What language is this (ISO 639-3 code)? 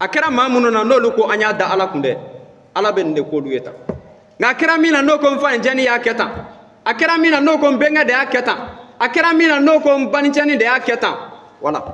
bam